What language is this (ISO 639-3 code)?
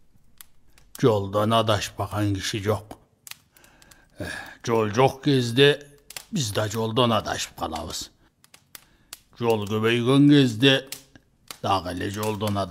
kir